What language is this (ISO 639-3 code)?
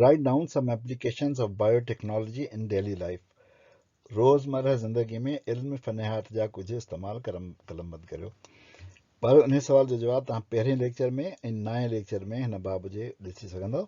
snd